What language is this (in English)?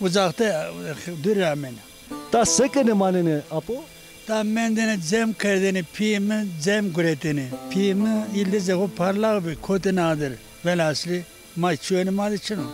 Zaza